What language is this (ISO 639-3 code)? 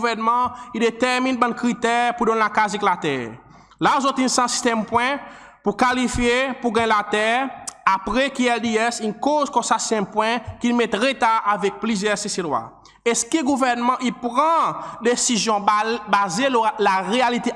crs